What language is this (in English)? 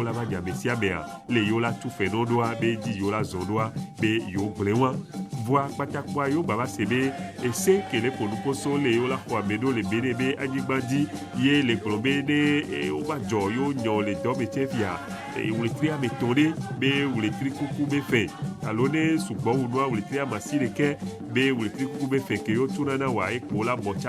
Ewe